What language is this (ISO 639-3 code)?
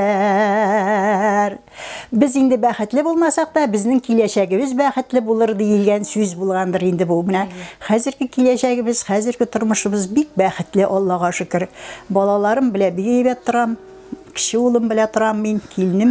tat